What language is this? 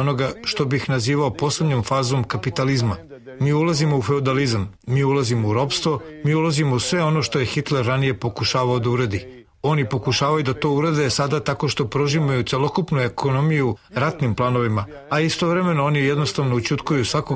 Serbian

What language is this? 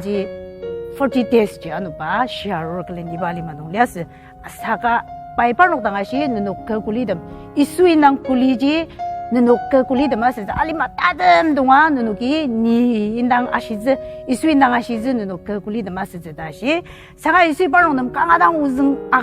Ao Naga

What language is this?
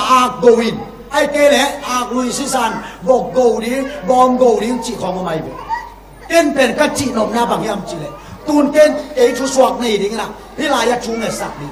Tedim Chin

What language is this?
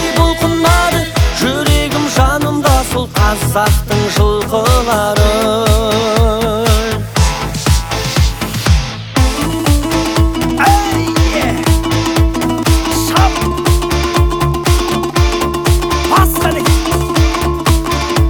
Kazakh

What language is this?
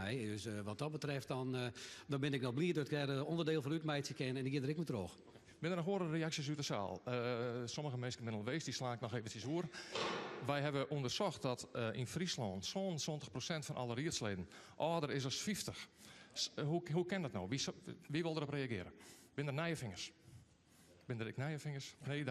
Western Frisian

